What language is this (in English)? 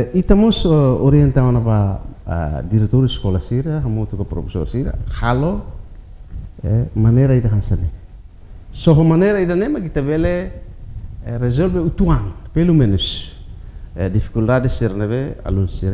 Tetum